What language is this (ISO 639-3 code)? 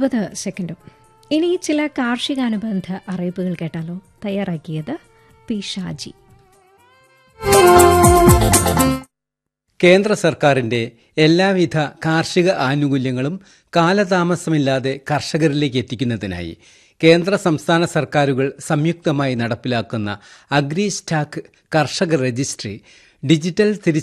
mal